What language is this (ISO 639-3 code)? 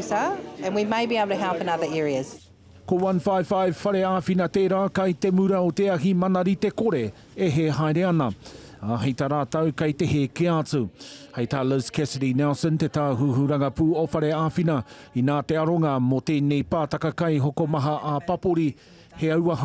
mri